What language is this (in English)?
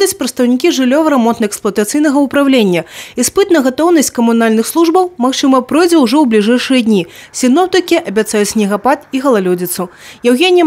Belarusian